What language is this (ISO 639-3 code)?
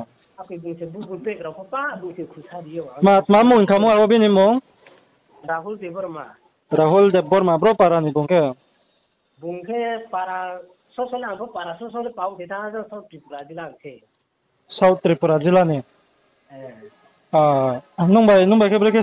ria